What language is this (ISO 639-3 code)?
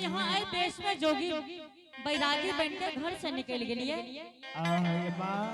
anp